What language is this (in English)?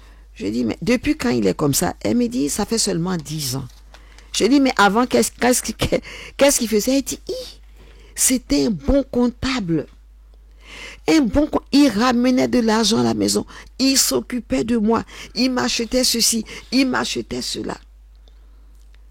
French